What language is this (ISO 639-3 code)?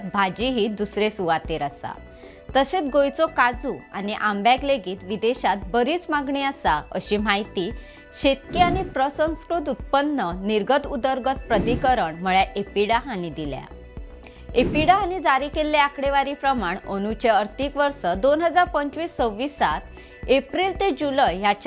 kok